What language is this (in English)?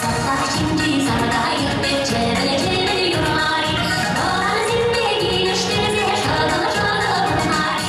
Chuvash